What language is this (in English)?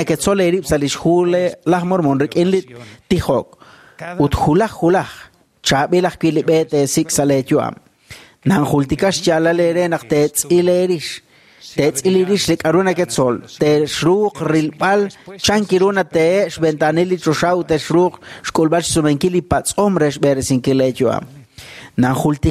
Kekchí